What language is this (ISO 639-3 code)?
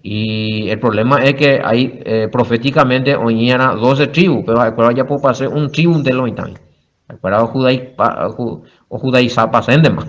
grn